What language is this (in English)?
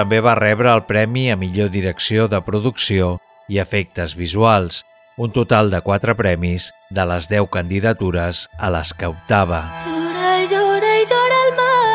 Catalan